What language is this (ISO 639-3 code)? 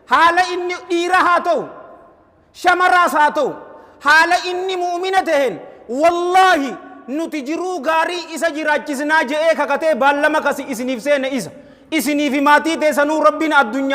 orm